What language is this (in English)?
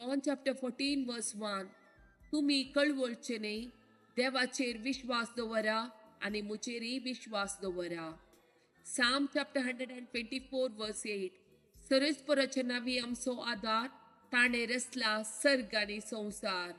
Konkani